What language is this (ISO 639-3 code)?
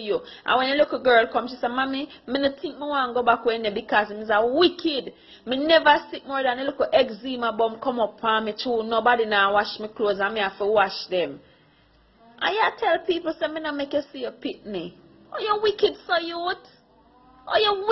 jam